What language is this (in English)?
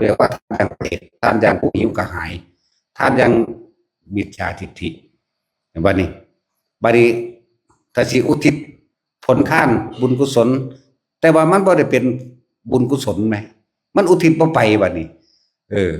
Northeastern Thai